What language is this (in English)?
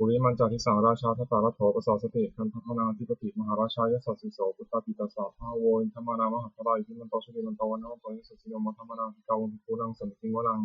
Pali